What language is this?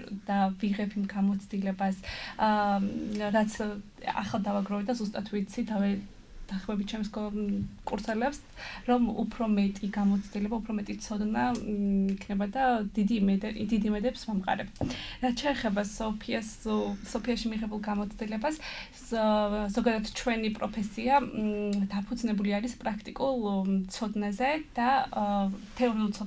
Georgian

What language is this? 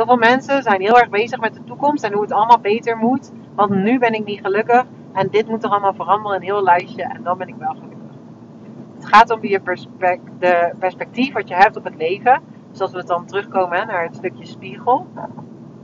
Dutch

